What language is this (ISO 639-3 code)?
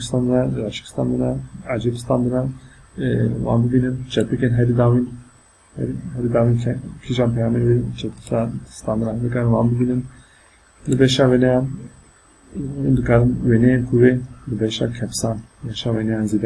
kur